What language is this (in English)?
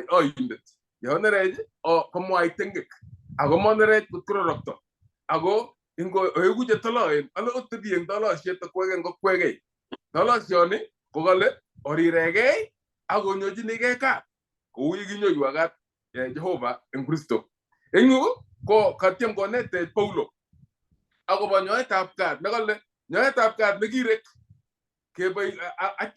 Kalenjin